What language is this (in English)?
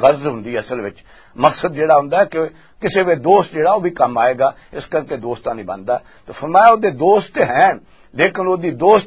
Western Panjabi